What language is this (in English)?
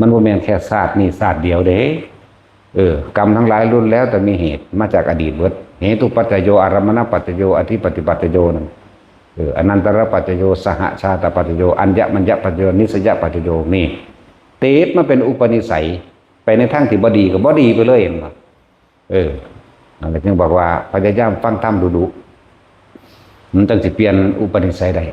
Northeastern Thai